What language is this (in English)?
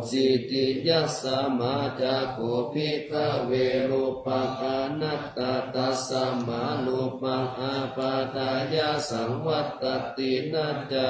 Pali